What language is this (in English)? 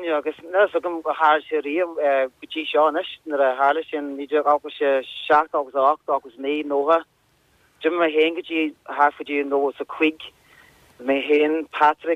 Irish